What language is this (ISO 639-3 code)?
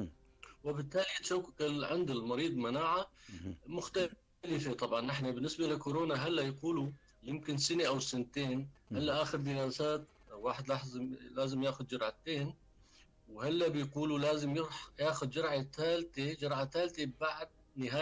apc